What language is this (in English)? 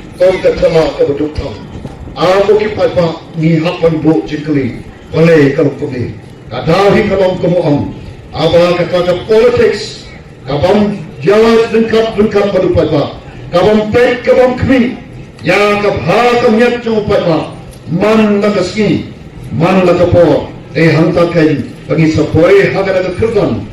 Khasi